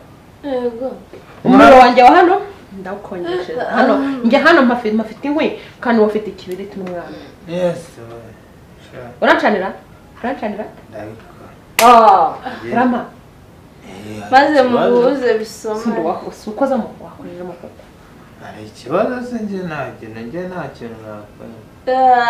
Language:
Kinyarwanda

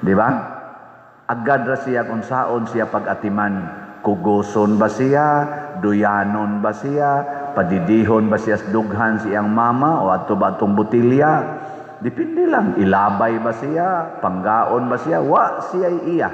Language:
Cebuano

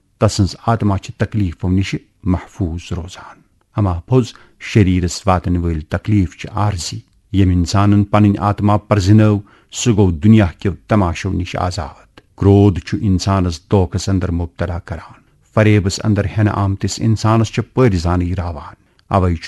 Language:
Kashmiri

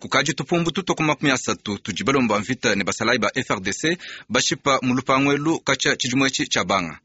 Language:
Luba-Lulua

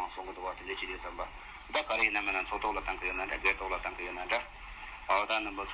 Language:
Tibetan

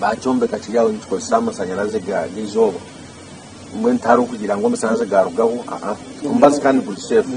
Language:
Nyankole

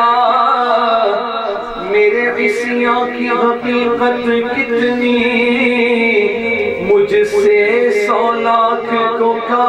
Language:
Urdu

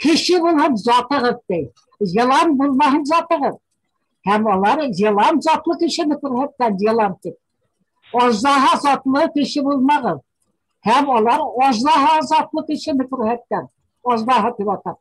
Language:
Bashkir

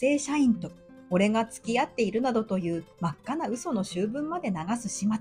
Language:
Japanese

